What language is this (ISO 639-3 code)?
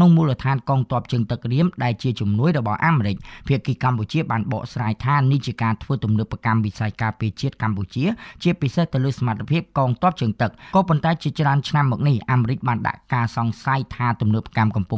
khm